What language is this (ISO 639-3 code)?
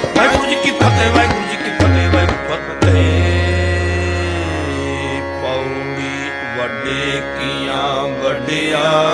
pan